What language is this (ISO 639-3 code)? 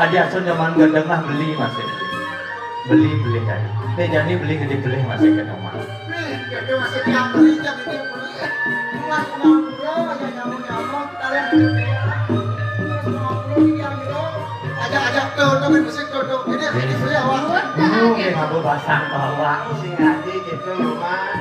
ban